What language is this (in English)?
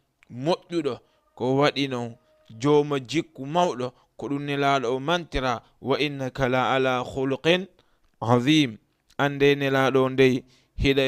Fula